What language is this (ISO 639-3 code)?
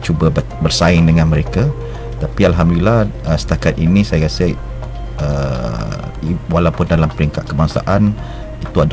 msa